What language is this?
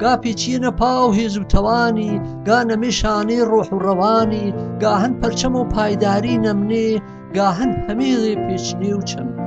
Gurani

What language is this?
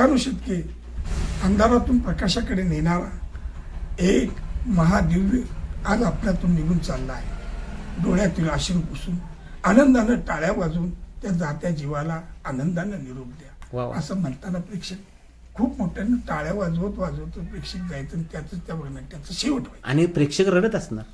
Marathi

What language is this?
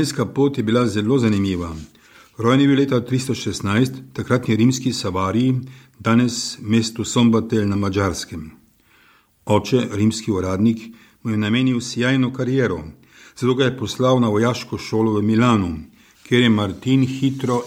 Slovenian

